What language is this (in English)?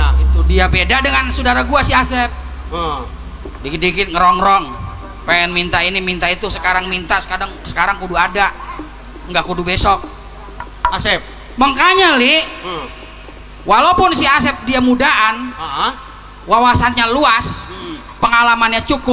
Betawi